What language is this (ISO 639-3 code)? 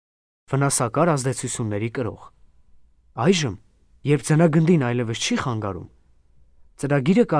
hye